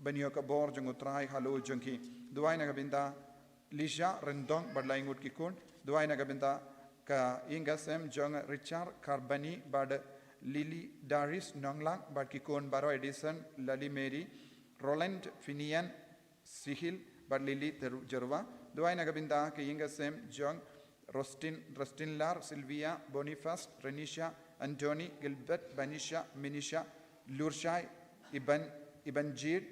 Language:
Khasi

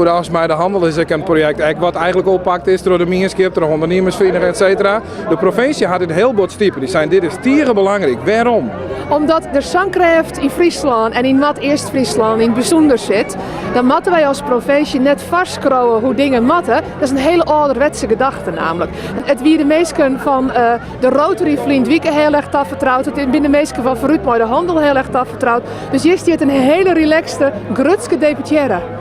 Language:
Western Frisian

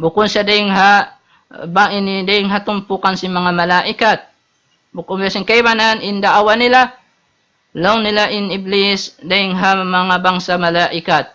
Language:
Tausug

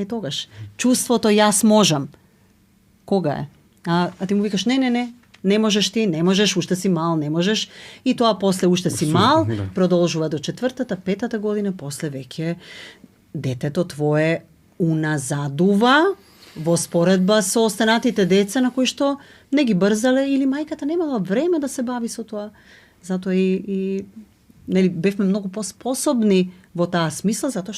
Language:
Macedonian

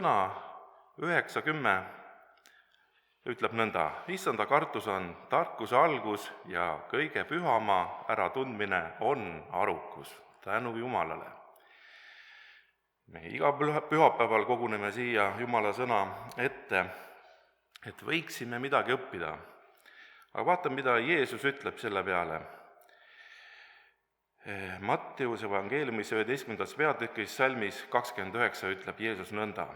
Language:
Estonian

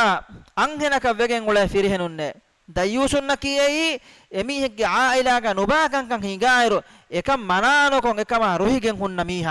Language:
Divehi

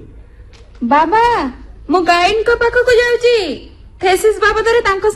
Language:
Odia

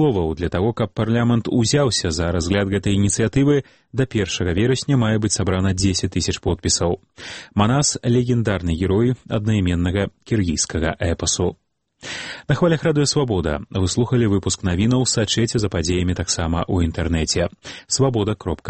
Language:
Belarusian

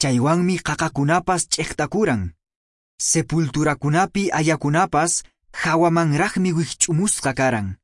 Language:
Quechua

